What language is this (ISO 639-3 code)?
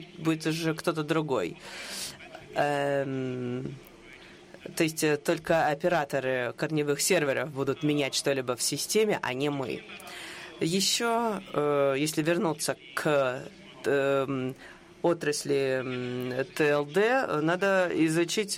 rus